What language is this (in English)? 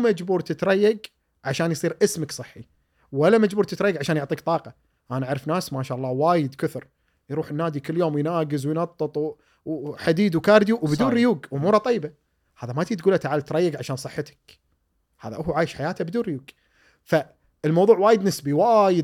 Gulf Arabic